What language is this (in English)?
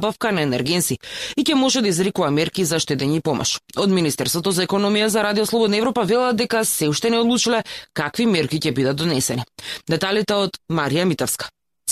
Macedonian